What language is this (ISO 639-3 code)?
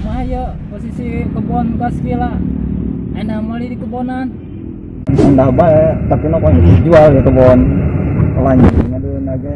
sun